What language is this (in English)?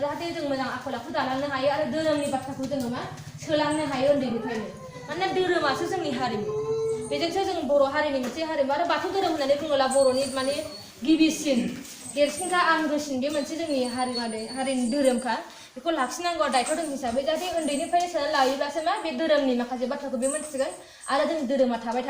Bodo